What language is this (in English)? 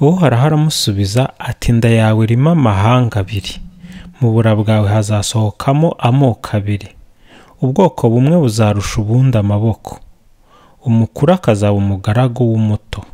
Kinyarwanda